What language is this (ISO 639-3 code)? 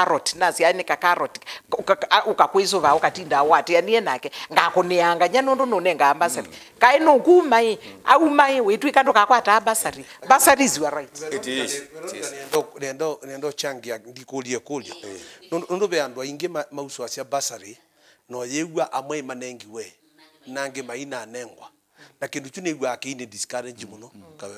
kam